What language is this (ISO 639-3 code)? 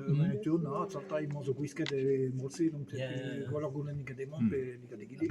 bre